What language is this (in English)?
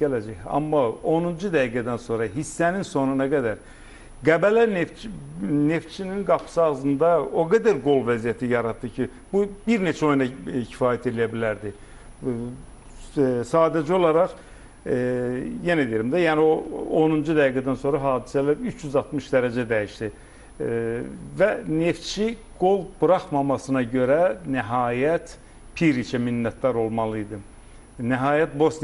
Azerbaijani